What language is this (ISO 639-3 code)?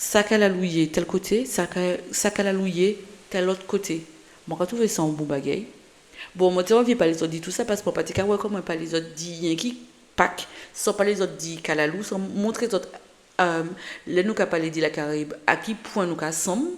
gcf